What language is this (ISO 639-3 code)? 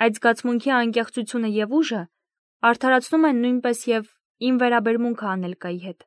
hye